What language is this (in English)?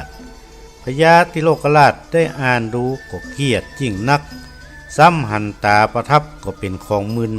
Northern Thai